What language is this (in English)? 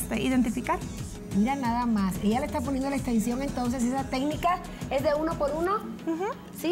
Spanish